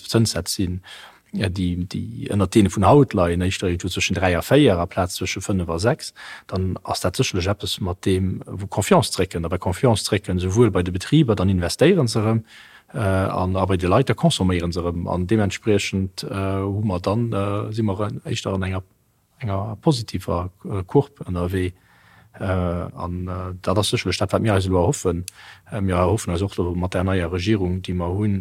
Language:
Luxembourgish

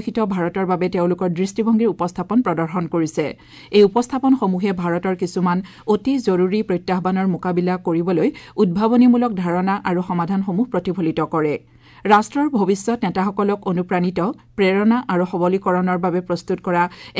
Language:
Assamese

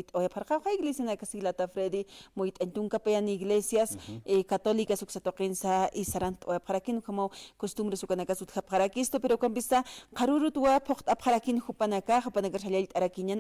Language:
Aymara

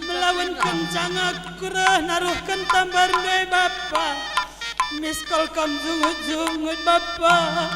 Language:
Batak Karo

